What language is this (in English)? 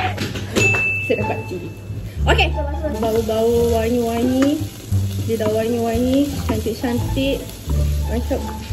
Malay